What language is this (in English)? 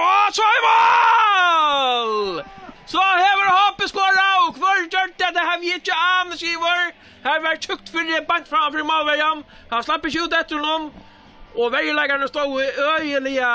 Faroese